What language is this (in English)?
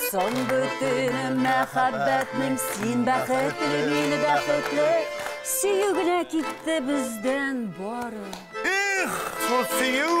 Tatar